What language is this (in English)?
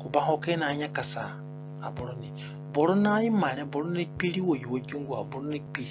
Zande (individual language)